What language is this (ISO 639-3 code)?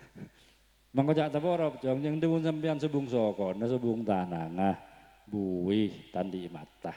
mad